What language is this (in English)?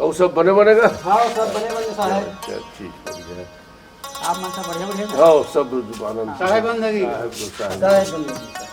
Chhattisgarhi